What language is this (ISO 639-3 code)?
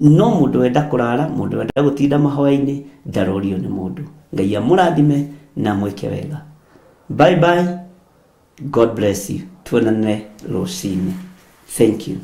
kik